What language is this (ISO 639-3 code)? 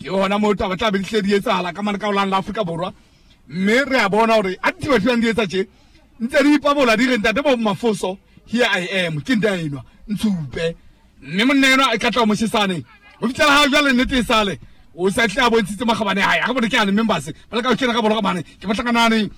sot